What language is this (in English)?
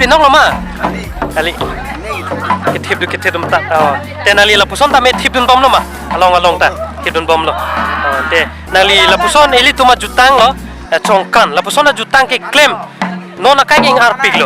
Karbi